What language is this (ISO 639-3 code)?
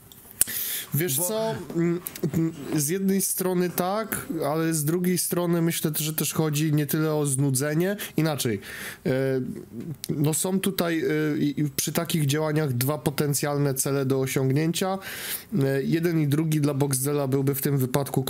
pol